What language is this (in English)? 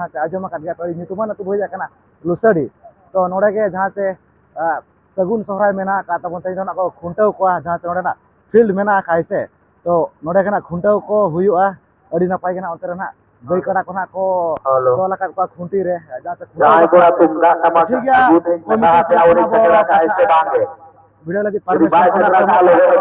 Santali